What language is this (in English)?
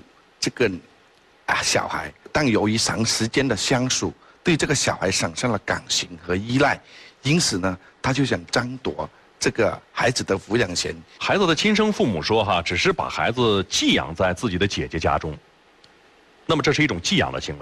Chinese